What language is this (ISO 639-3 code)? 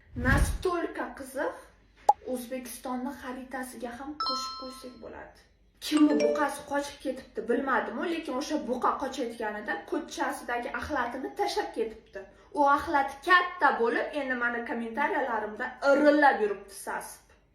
uzb